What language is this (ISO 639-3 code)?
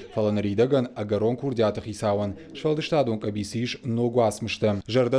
oss